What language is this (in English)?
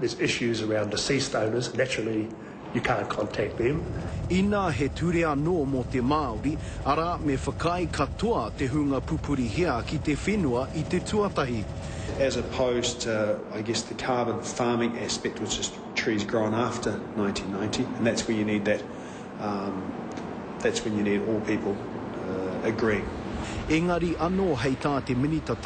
Māori